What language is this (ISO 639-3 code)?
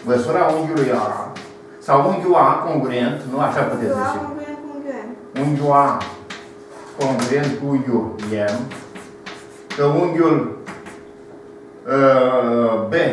ron